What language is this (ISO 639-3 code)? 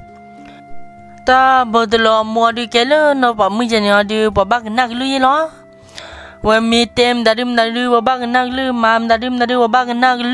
ksw